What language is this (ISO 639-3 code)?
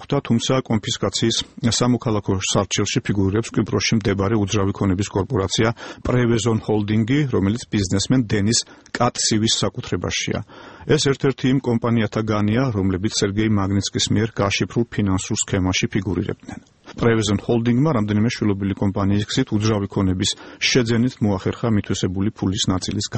kat